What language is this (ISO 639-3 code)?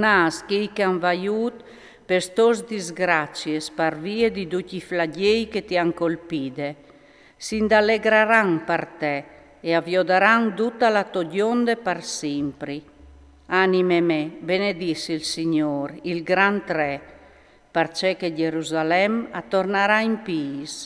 fur